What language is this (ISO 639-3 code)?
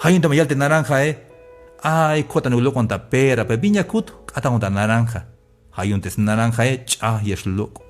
tzh